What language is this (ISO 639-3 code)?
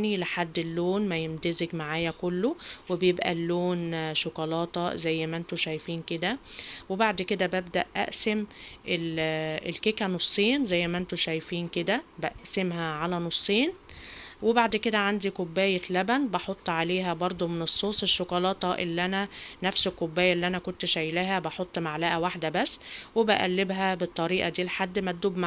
arz